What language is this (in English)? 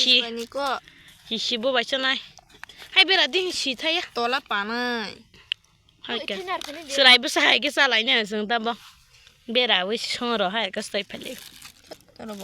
Kok Borok